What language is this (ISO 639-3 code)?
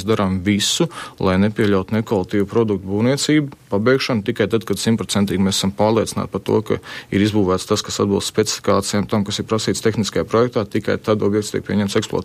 lav